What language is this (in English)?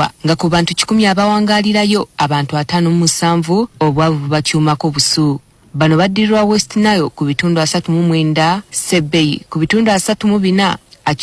Ganda